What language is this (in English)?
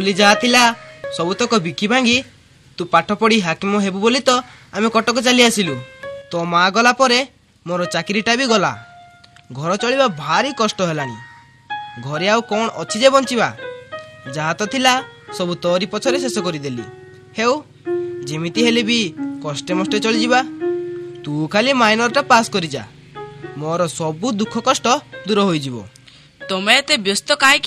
Odia